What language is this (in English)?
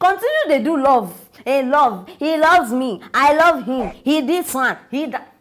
Nigerian Pidgin